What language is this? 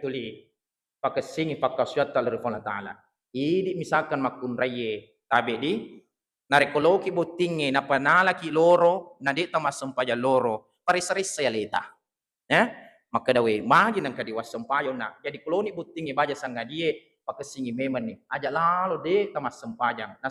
Buginese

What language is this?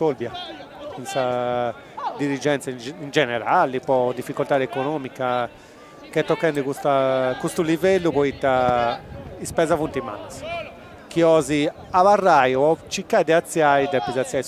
Sardinian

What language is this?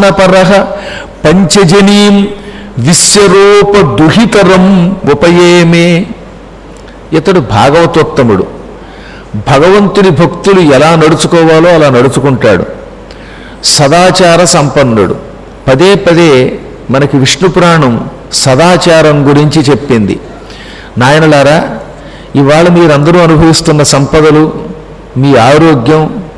Telugu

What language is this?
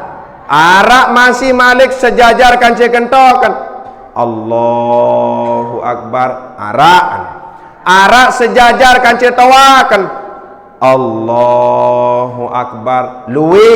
Sasak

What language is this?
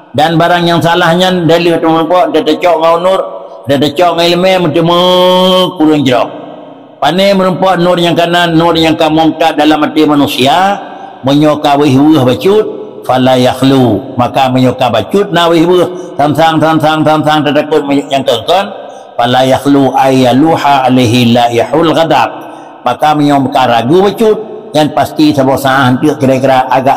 Achinese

